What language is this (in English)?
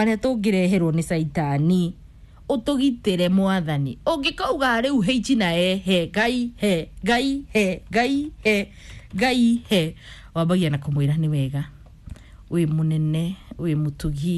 Kikuyu